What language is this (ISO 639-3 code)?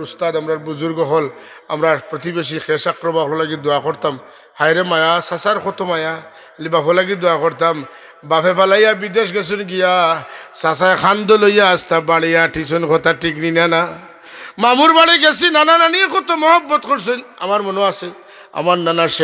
syl